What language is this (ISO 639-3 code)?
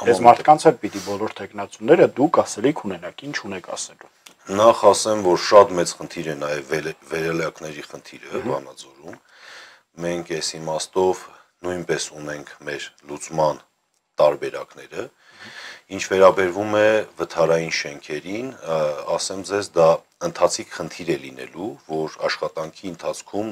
hye